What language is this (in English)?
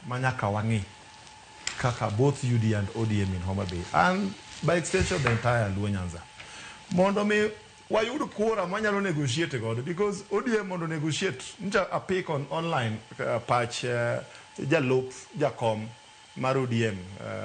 Luo (Kenya and Tanzania)